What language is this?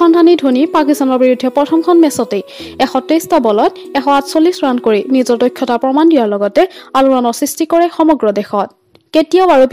Assamese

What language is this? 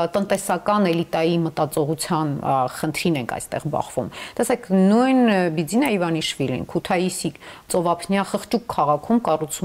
Armenian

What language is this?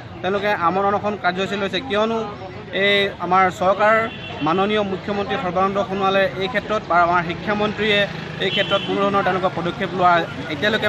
Assamese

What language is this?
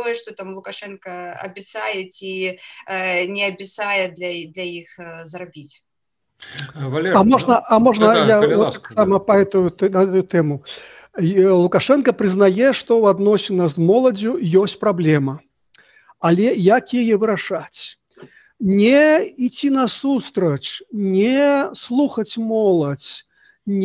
Belarusian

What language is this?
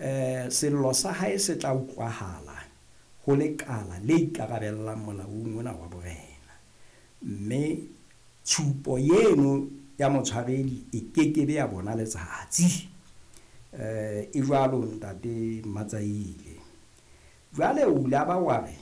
Southern Sotho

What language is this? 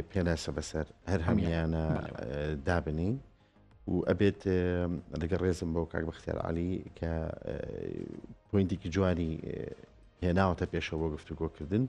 Central Kurdish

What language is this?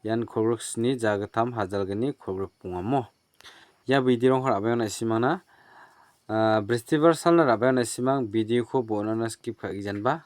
Garo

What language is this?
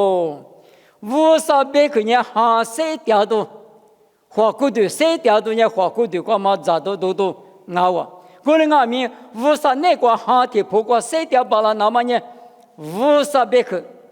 Lisu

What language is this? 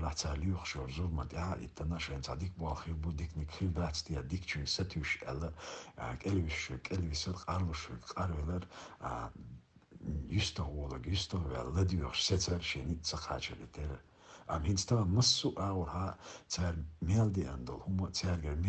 Chechen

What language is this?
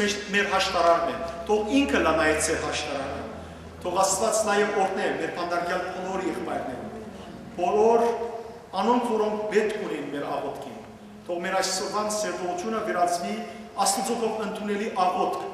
Western Armenian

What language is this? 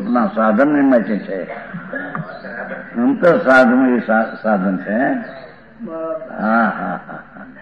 Gujarati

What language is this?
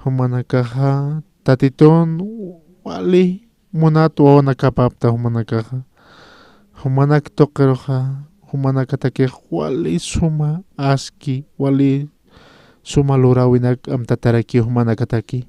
Aymara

